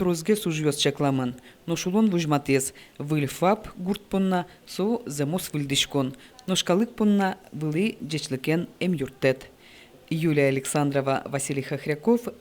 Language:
Udmurt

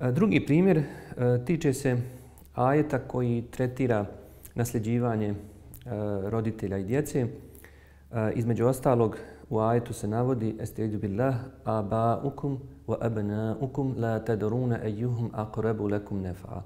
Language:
Bosnian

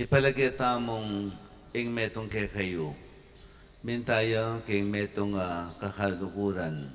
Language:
Pampanga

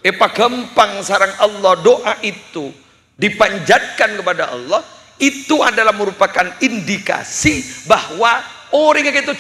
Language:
Madurese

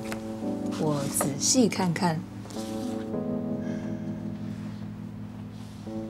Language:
Chinese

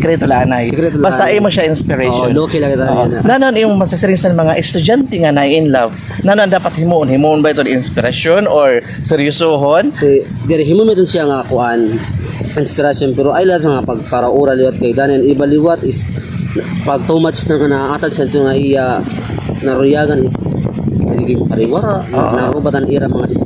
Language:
Waray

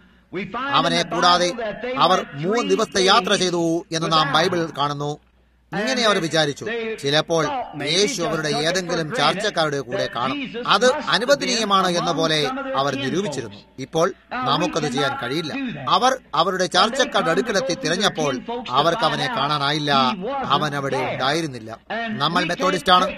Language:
Malayalam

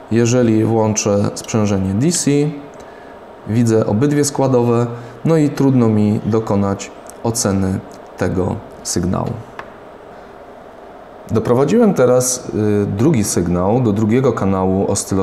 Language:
Polish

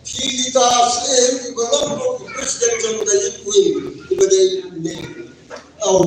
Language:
Khasi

